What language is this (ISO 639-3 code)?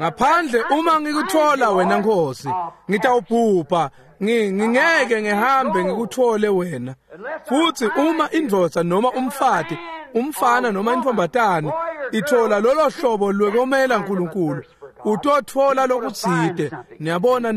ssw